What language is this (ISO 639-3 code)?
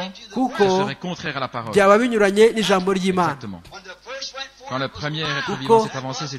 kin